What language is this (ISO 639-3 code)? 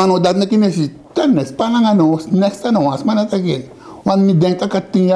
srn